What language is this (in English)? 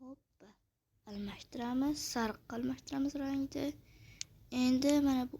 Uzbek